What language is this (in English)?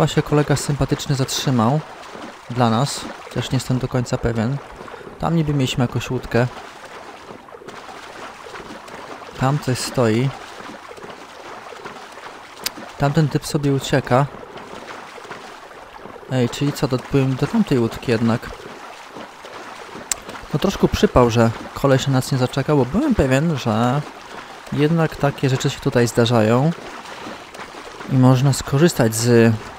Polish